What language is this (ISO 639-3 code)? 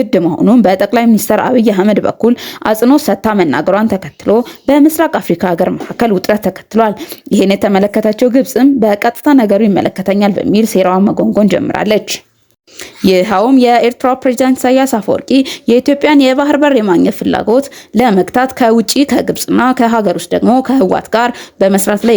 amh